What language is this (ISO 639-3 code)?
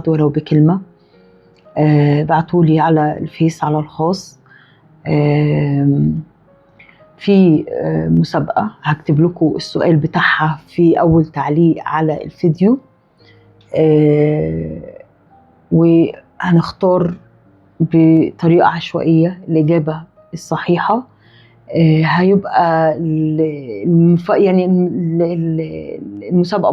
arz